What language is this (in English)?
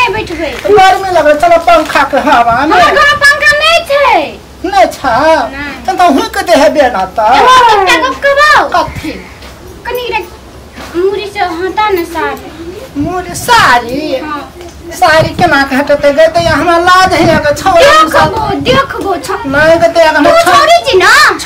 Maithili